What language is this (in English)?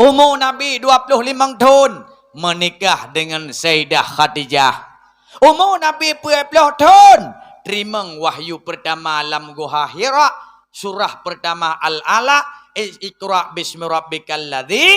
Achinese